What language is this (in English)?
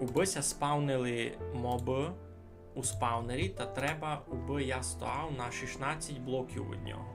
Rusyn